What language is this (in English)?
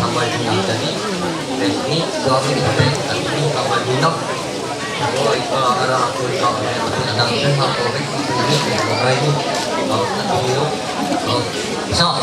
Ma'anyan